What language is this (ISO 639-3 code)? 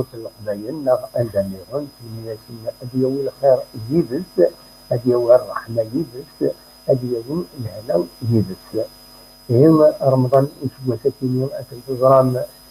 kab